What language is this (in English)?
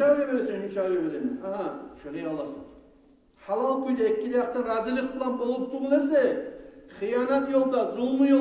Kumyk